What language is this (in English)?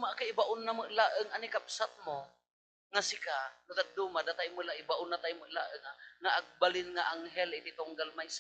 Iloko